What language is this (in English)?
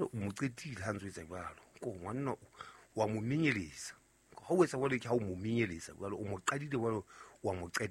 Southern Sotho